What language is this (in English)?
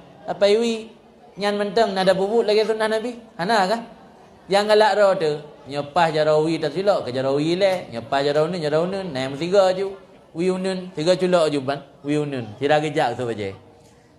Achinese